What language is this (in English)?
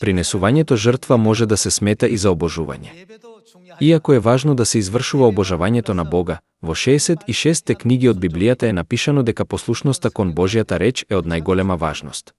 Macedonian